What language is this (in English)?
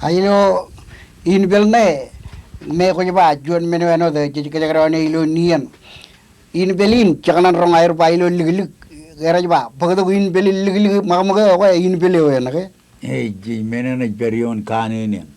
Marshallese